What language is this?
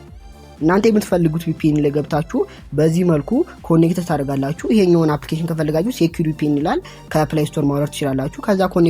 Amharic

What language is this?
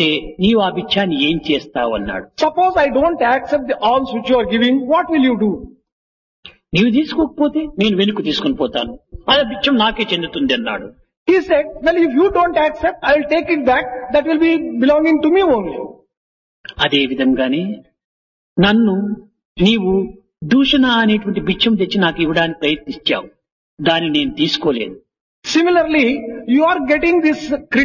Telugu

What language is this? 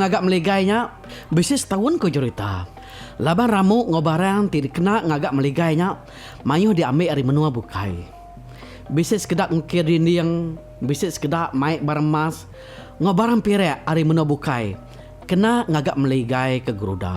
Iban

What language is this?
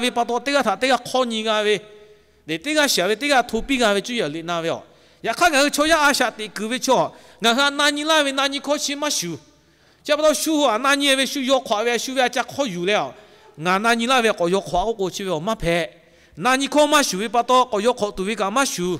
Lahu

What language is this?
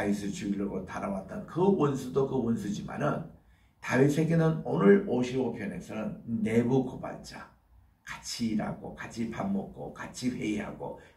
Korean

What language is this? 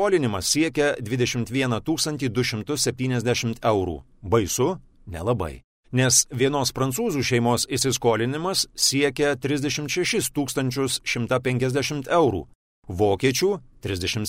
Lithuanian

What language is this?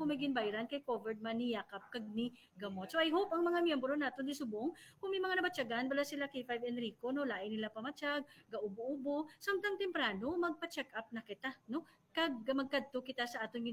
Hiligaynon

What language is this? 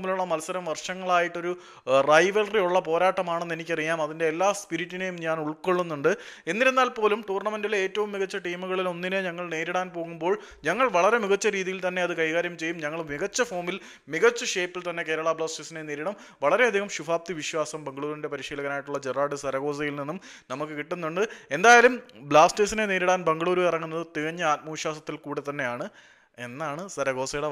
Malayalam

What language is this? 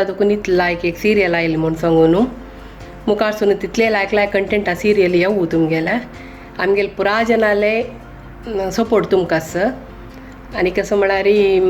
Konkani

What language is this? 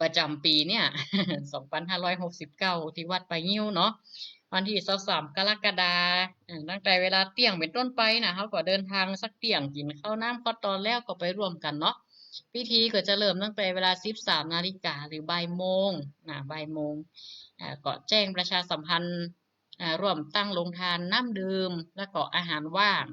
Northern Thai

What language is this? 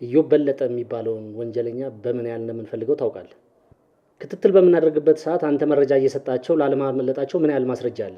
Amharic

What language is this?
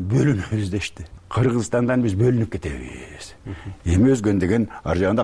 Kyrgyz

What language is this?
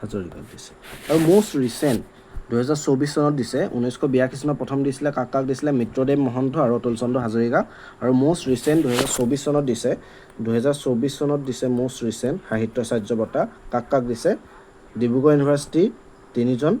Assamese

